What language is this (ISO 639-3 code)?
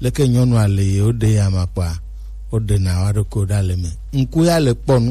gej